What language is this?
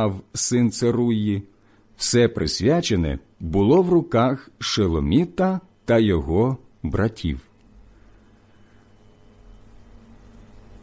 Ukrainian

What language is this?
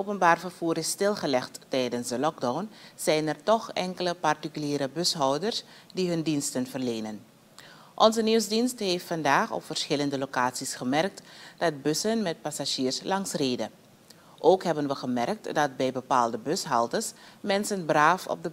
Dutch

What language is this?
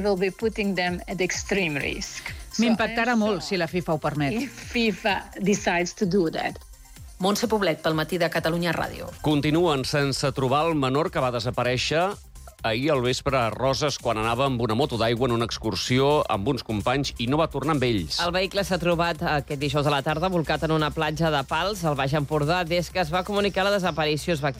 Catalan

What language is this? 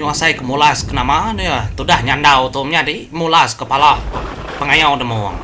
Iban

